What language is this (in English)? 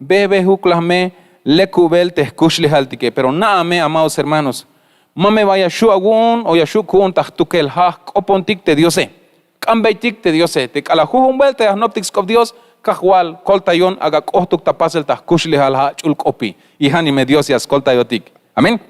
Tzeltal